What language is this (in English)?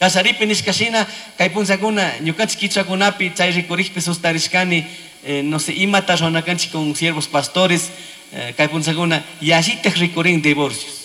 Chimborazo Highland Quichua